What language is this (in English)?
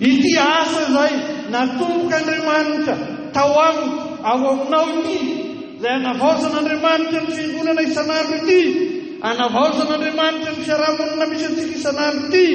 Malagasy